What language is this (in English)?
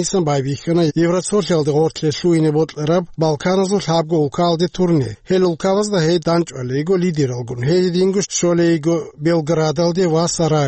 Avaric